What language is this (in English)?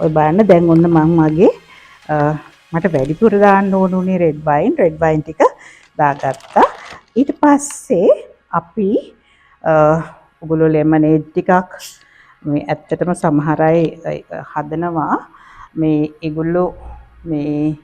Sinhala